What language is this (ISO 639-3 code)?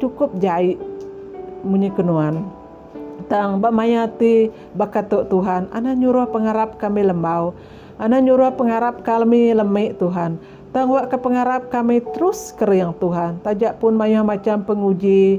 iba